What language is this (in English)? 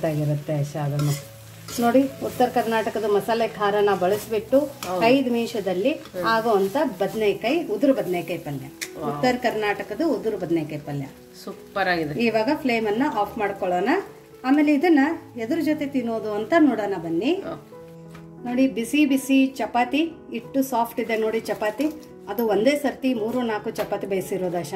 Kannada